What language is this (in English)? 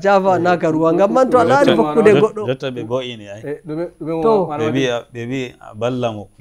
Nigerian Fulfulde